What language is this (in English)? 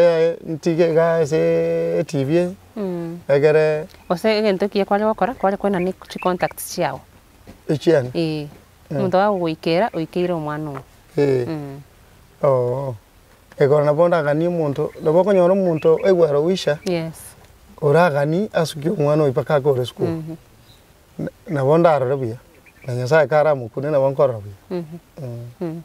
Gusii